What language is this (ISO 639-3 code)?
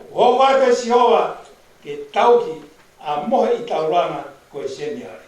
ton